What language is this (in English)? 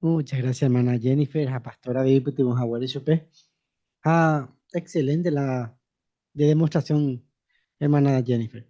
Guarani